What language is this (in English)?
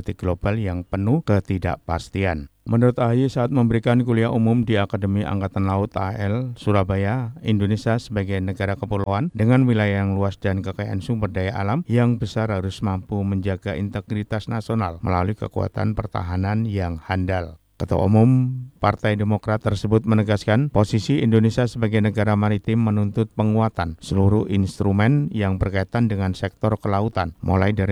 Indonesian